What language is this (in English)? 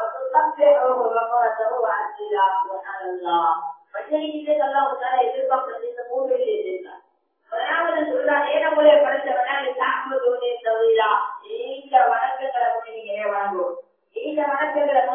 Tamil